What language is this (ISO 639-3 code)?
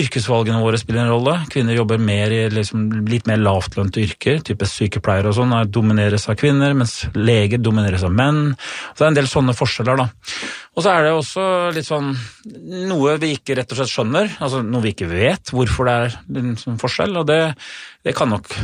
nor